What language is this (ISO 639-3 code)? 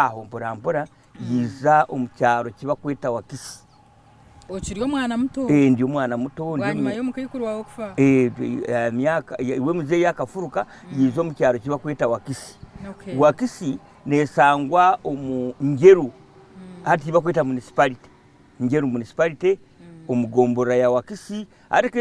nyn